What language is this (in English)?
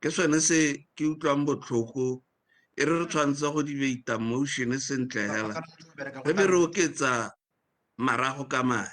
Tswana